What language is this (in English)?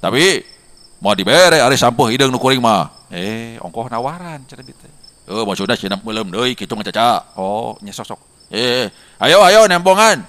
Sundanese